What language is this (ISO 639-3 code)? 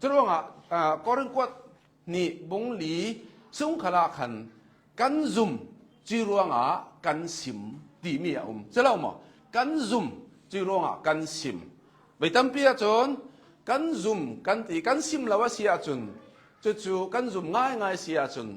cnh